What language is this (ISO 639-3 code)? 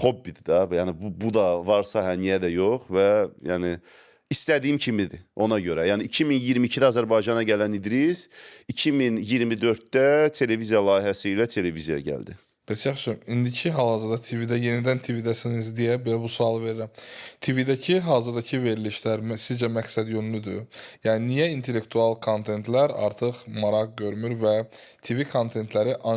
aze